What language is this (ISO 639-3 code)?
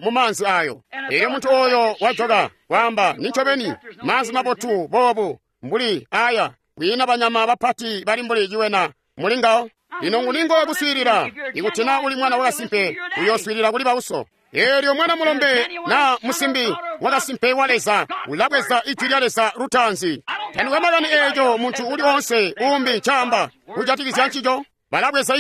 toi